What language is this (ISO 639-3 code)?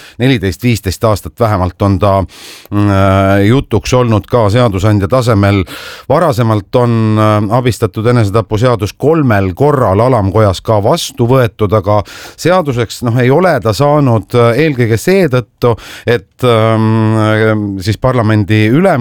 est